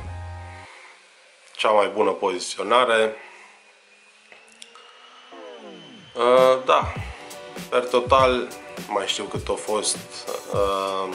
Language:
Romanian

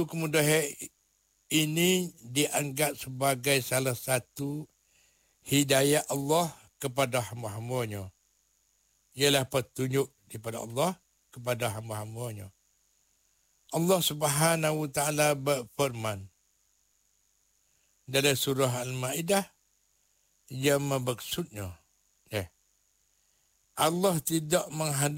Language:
Malay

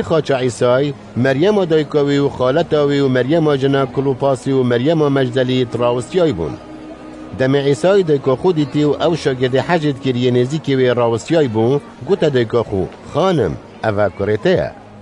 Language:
Kurdish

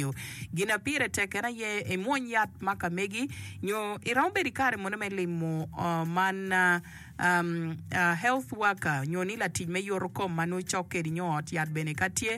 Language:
Acoli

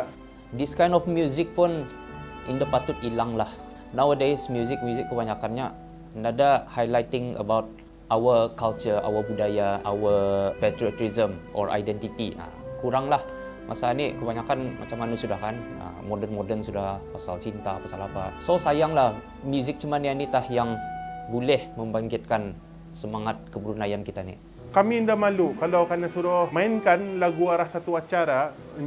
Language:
Brunei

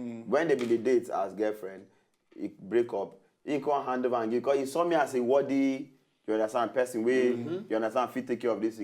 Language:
Nigerian Pidgin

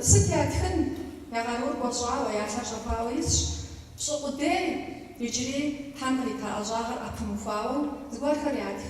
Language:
Kabardian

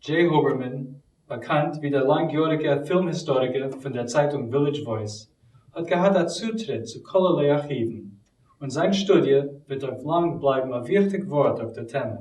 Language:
Yiddish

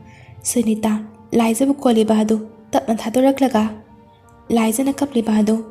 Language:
Manipuri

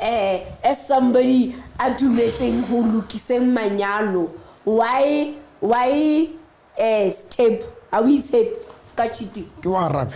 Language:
Southern Sotho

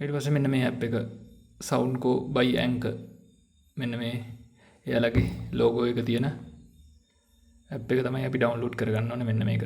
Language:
Sinhala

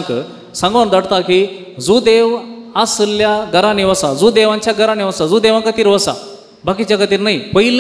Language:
Konkani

